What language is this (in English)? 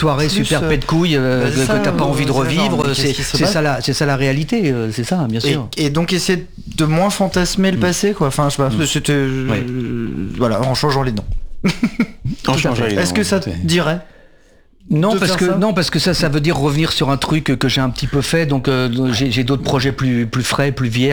French